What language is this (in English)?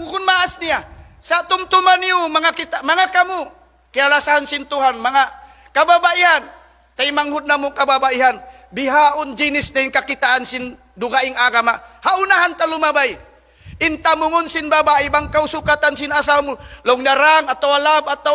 Tausug